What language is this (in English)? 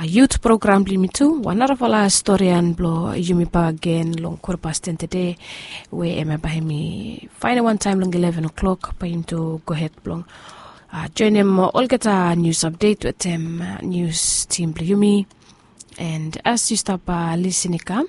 Bislama